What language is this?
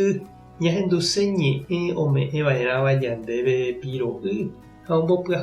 Guarani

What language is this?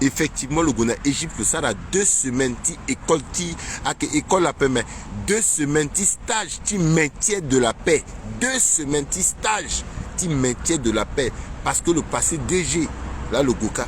Sango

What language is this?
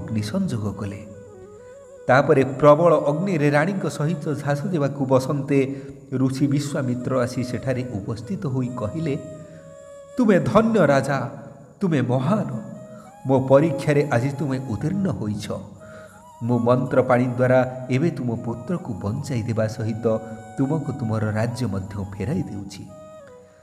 Odia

